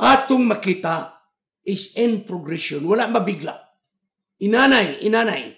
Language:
Cebuano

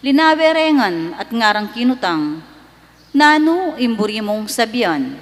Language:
Pampanga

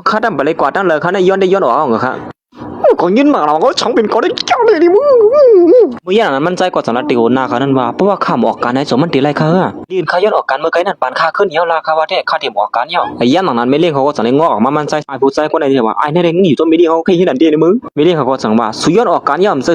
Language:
Shan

